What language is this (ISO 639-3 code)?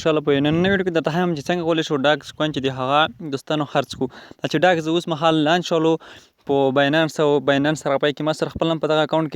pus